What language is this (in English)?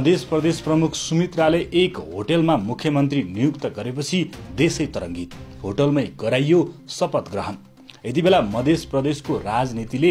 Nepali